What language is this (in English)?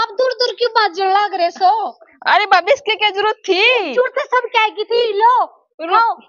Haryanvi